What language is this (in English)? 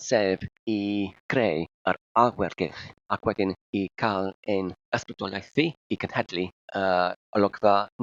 Welsh